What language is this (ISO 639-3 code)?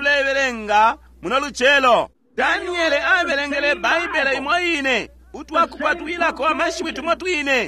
bem